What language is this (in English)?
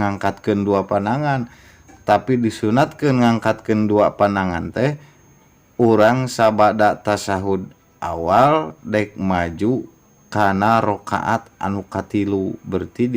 Sundanese